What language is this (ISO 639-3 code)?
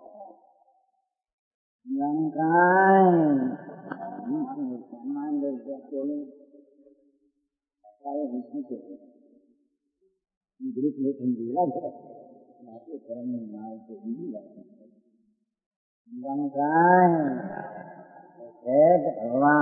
guj